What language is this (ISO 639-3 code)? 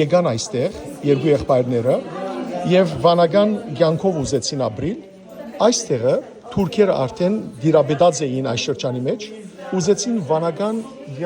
hyw